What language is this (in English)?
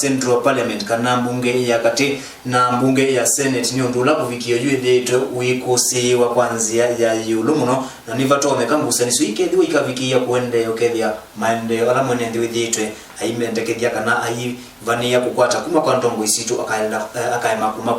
Kamba